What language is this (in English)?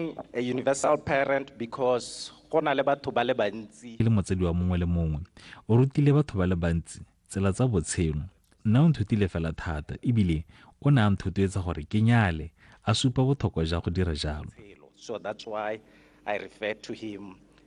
Tswana